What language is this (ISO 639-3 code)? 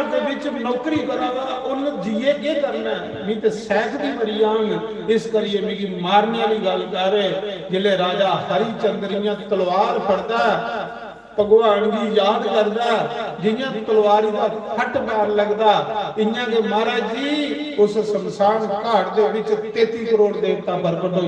doi